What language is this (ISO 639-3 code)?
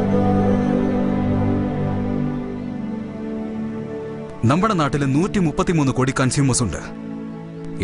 mal